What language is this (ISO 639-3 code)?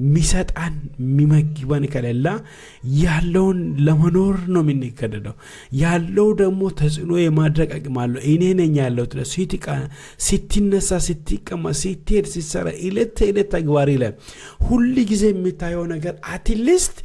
amh